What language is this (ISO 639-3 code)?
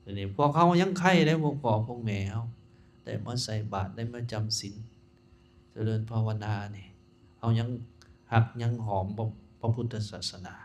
lao